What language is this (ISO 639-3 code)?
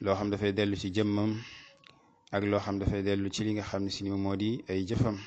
wol